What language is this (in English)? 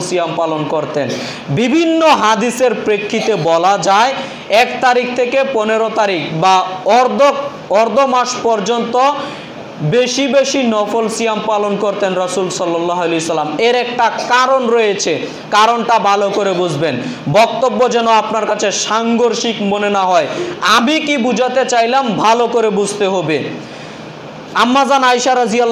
Bangla